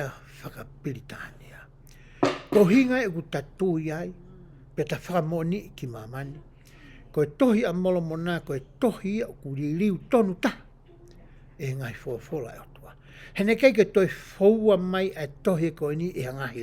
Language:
Tongan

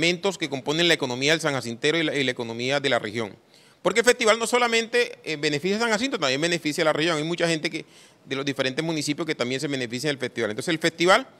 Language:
Spanish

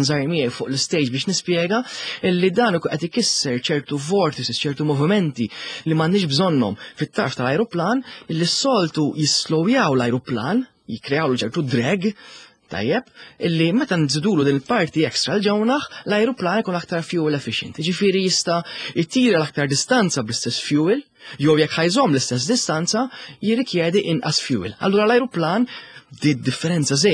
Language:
Maltese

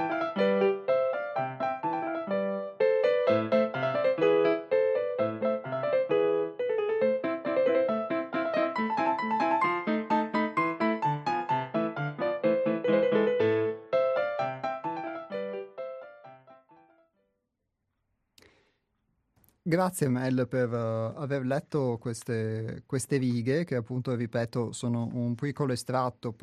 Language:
Italian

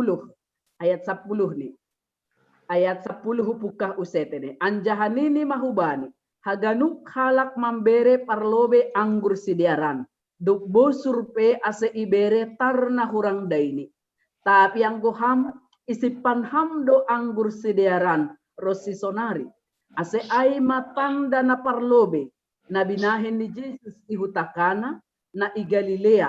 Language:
Batak Simalungun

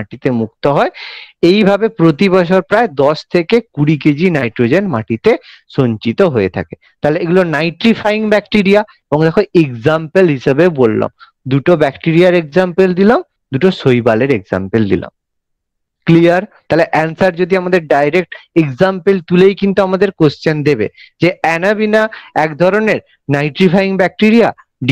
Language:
Bangla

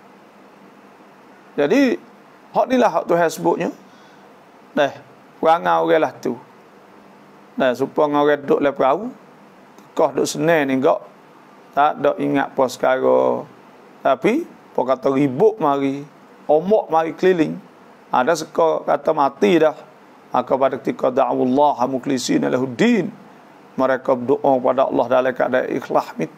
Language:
Malay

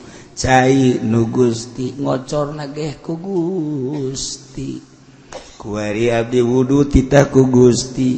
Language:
Sundanese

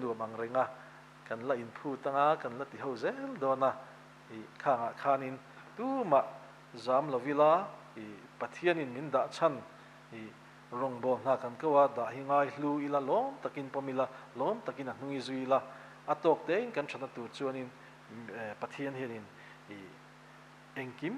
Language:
Mizo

